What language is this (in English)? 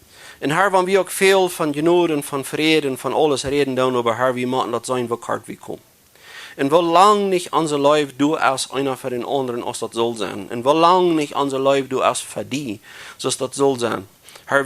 Plautdietsch